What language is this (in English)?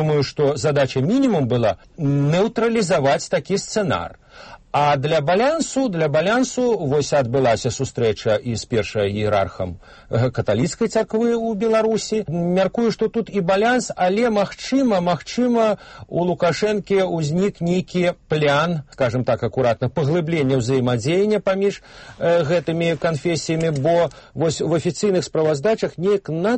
Belarusian